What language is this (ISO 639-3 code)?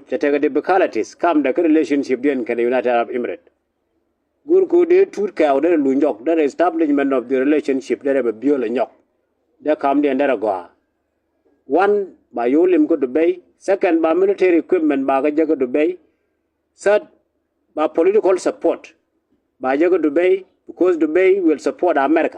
nus